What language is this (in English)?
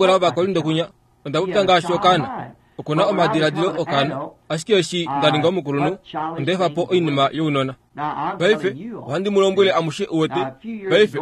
Kuanyama